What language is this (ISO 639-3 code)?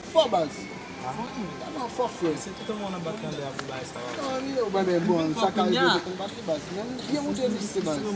hat